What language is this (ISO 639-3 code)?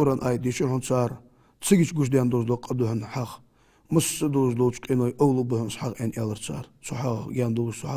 inh